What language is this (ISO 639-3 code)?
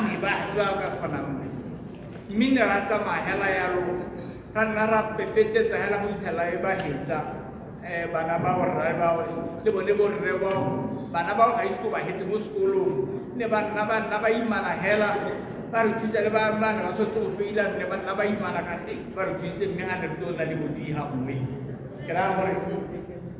tsn